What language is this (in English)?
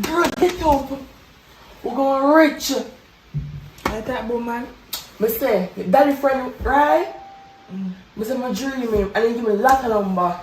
Jamaican Creole English